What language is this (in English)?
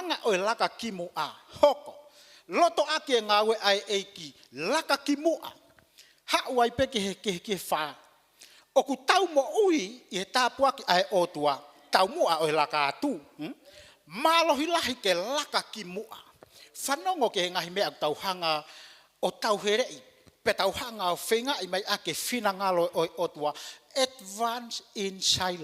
Tongan